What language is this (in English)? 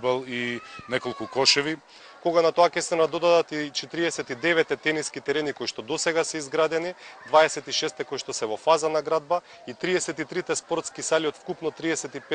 Macedonian